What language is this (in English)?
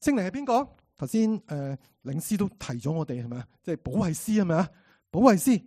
Cantonese